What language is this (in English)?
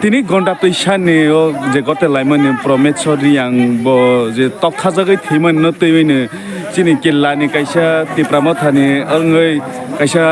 Kok Borok